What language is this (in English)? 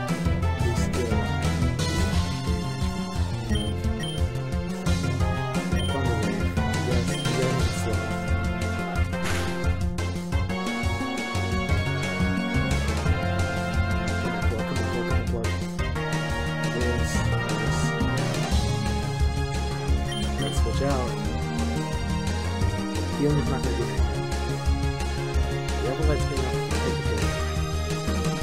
English